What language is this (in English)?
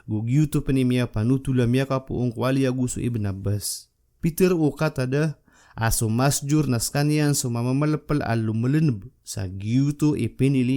Maranao